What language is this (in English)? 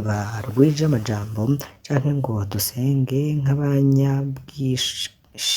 Rundi